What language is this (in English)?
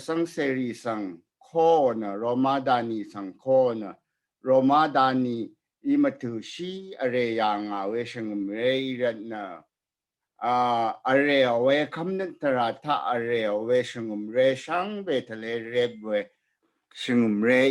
Rawang